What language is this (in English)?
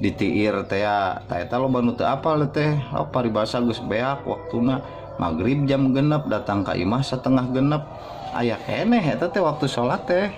Sundanese